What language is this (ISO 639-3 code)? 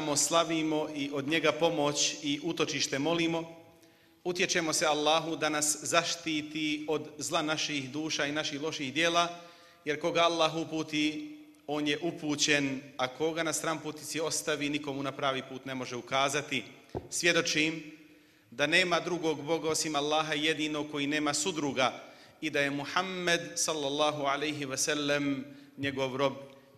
bos